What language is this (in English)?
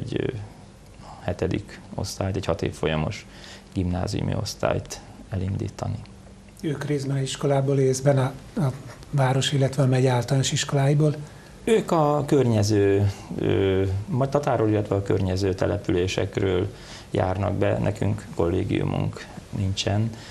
Hungarian